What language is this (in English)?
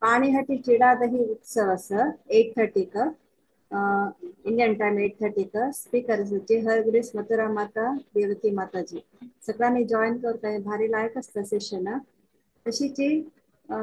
Konkani